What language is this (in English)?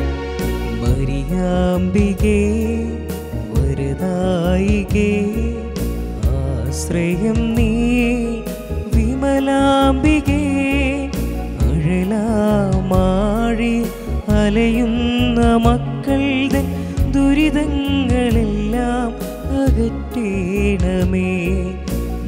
Malayalam